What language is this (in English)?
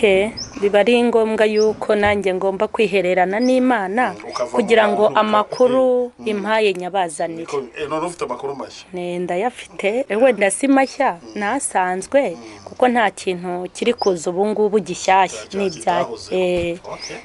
Kinyarwanda